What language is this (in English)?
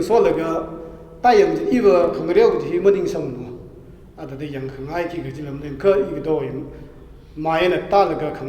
Tangkhul Naga (India)